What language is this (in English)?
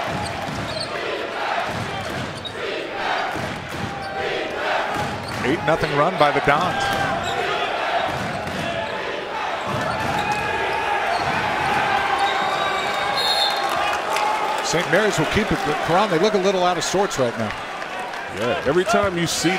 English